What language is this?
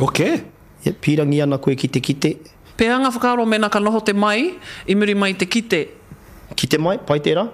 Māori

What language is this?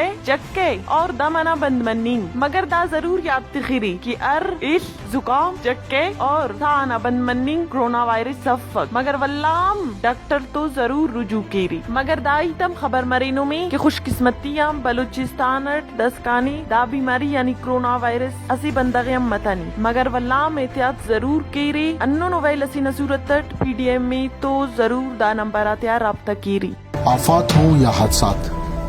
Brahui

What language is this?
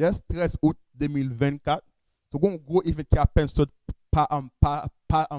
Haitian Creole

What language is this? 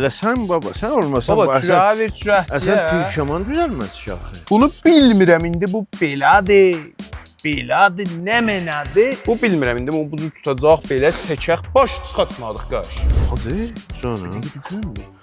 South Azerbaijani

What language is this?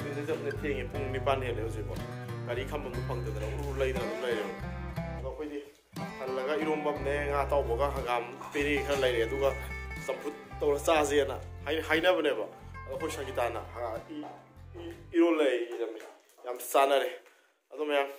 Manipuri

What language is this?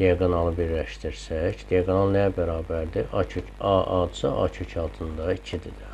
Azerbaijani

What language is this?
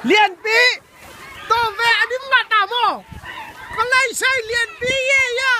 Tedim Chin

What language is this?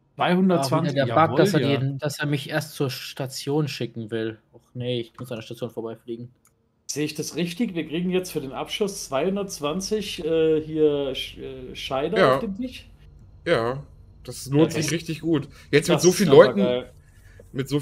German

